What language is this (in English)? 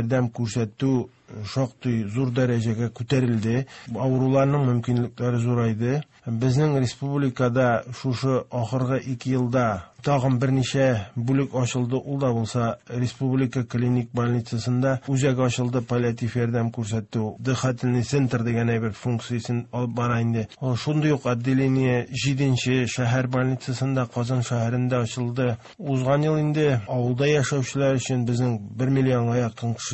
Tatar